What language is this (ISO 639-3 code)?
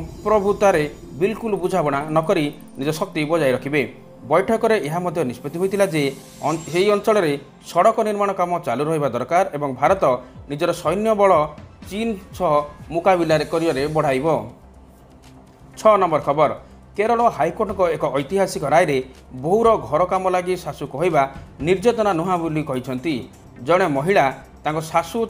ori